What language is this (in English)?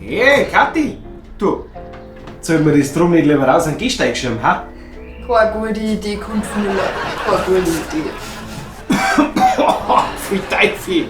Bavarian